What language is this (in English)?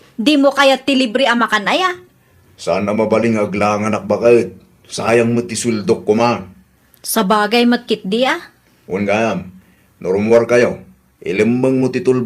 Iloko